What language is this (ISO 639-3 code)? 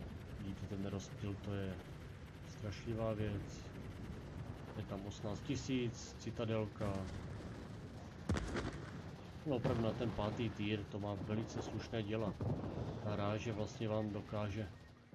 ces